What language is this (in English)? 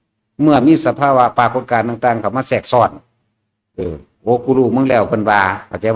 Northeastern Thai